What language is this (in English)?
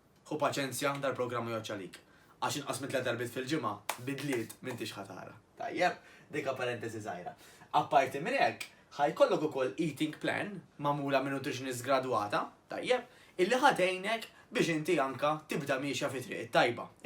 Maltese